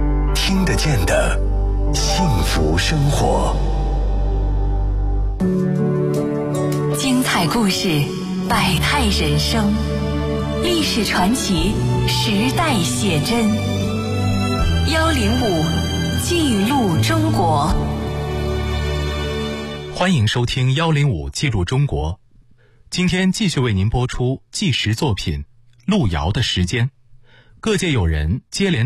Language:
Chinese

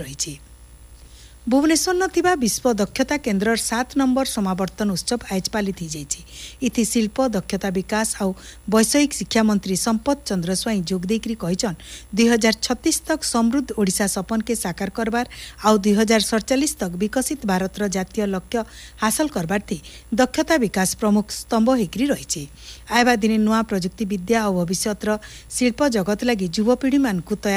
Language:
Odia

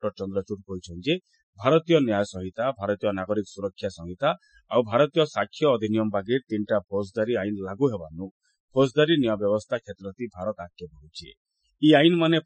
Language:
Odia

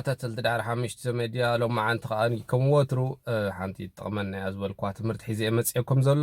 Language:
Tigrinya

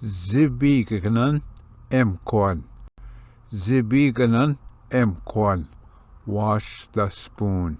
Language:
Ojibwa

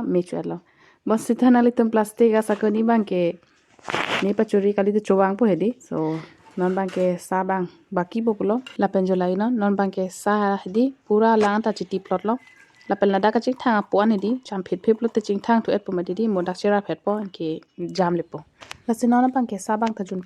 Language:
Karbi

